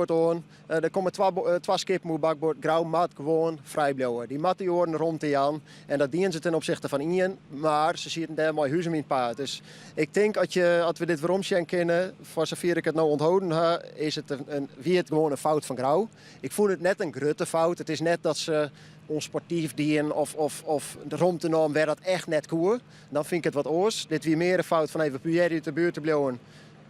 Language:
Western Frisian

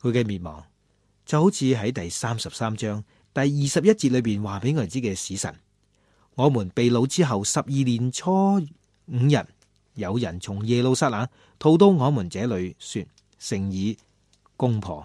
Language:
Cantonese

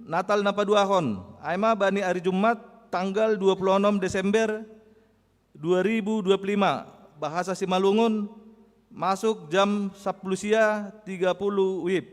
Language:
Batak Simalungun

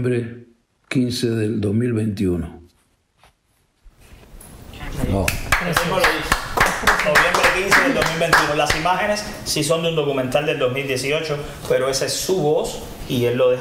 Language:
Spanish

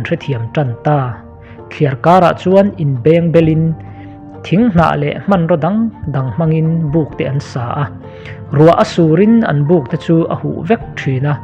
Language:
Mizo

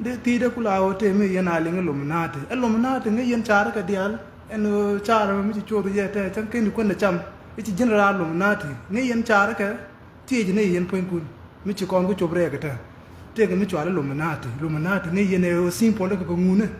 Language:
Nuer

